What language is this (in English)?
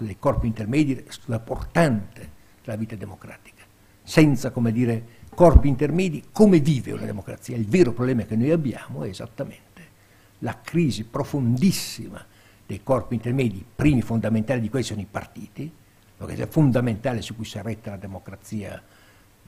Italian